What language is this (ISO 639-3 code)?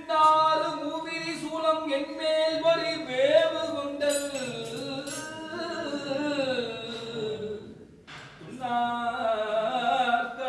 tam